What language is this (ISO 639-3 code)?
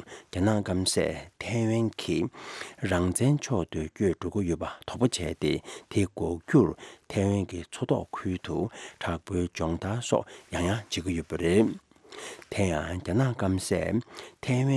bod